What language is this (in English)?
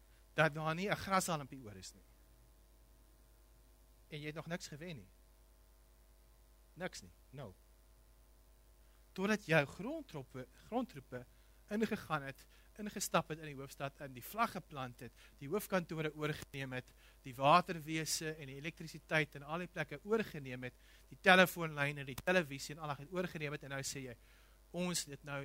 Afrikaans